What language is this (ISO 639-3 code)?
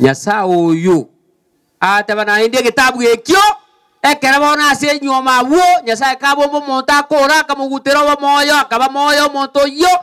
guz